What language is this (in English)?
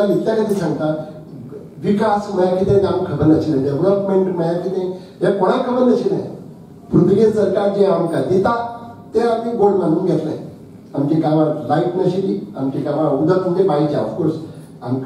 Konkani